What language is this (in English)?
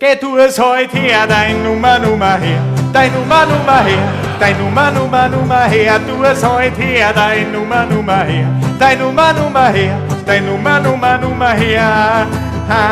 Bavarian